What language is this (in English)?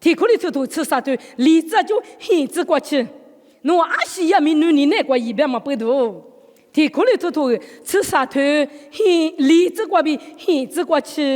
Lisu